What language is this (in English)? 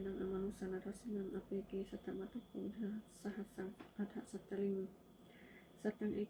Pali